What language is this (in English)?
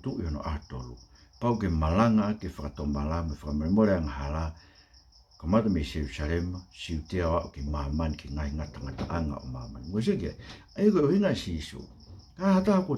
Tongan